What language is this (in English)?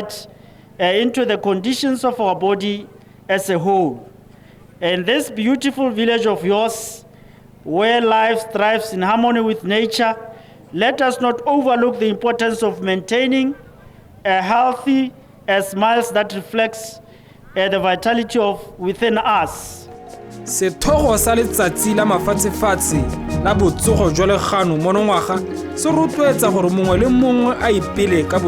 Tswana